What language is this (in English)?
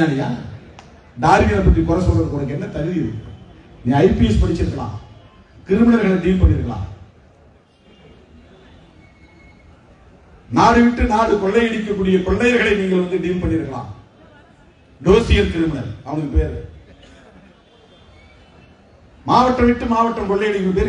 Tamil